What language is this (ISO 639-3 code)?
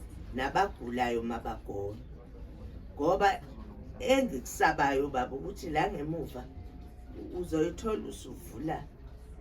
zul